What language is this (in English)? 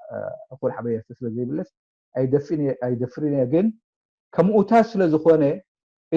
Tigrinya